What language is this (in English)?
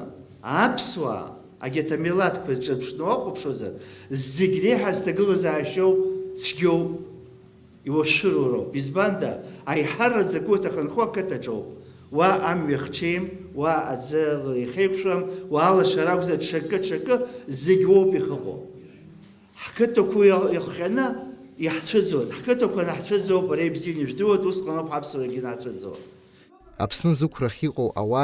Abkhazian